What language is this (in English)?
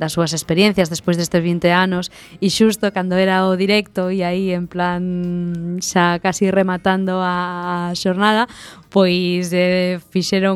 Galician